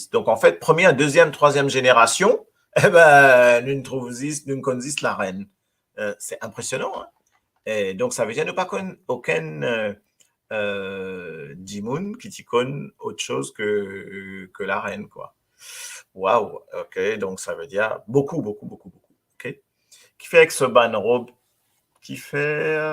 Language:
Morisyen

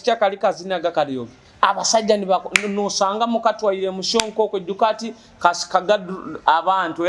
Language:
Nyoro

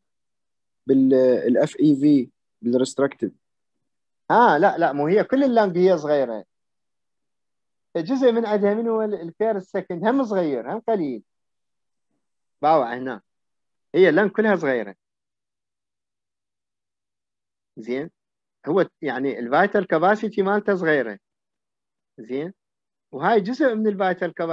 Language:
Mesopotamian Arabic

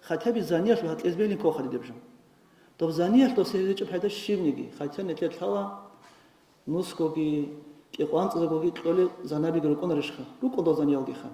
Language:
Avaric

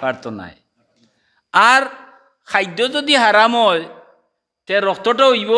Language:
Sylheti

